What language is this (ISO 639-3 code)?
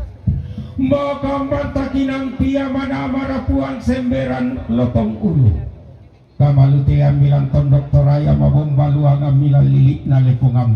sda